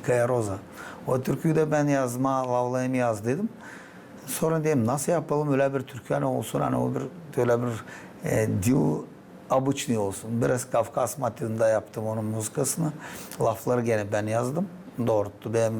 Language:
Gagauz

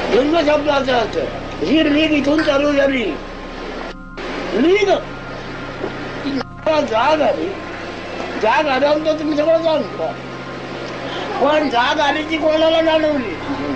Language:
Marathi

